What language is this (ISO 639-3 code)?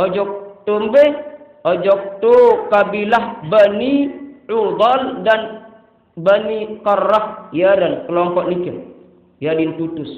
sas